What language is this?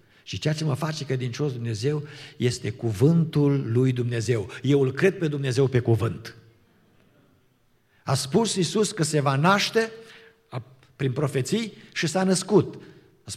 Romanian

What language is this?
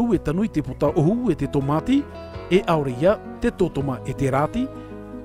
Tahitian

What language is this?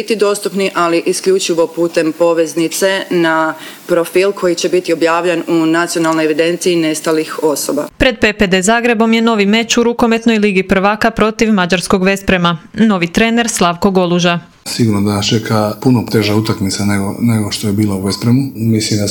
Croatian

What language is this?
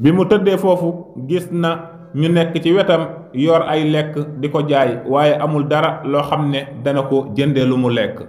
Wolof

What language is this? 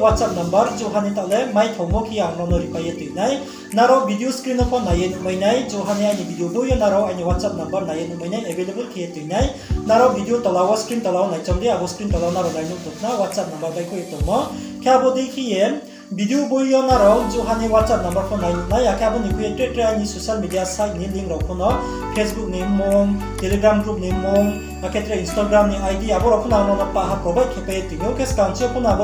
Riang (India)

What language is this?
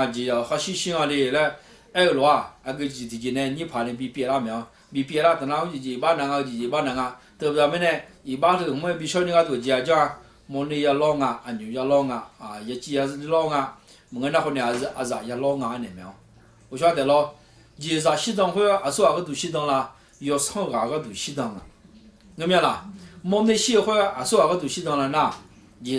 Akha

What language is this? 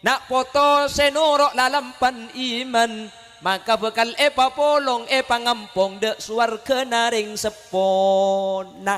Madurese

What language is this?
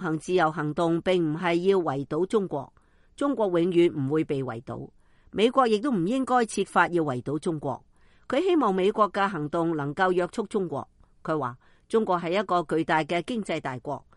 Cantonese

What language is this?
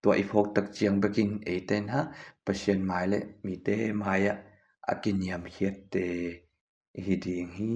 Tedim Chin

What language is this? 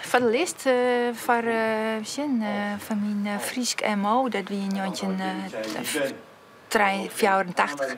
Western Frisian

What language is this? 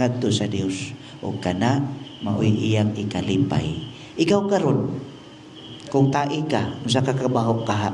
Cebuano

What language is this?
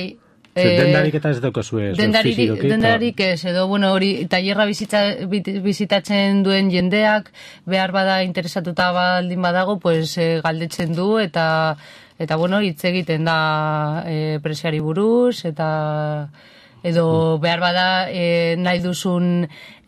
Basque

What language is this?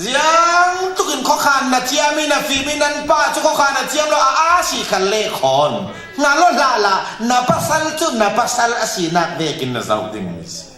Falam Chin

